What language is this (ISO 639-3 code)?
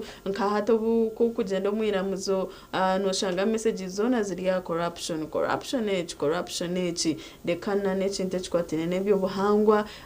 nyn